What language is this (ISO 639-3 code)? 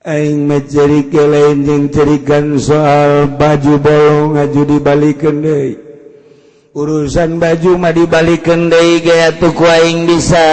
sun